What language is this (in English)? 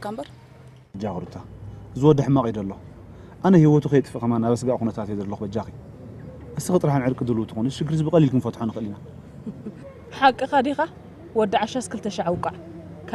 Tigrinya